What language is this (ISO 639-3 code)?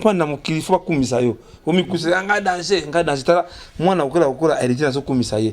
lin